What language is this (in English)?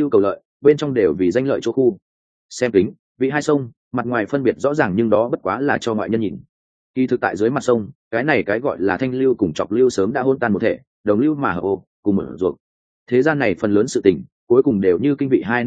Vietnamese